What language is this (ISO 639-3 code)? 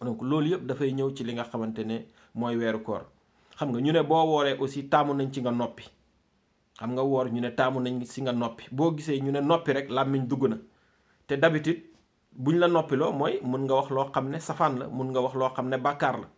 wol